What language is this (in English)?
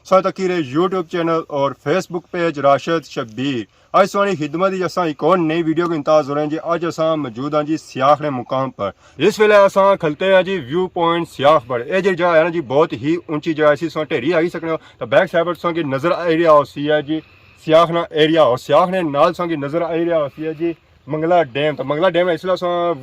Pahari-Potwari